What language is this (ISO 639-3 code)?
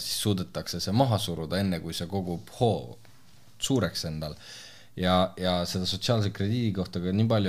est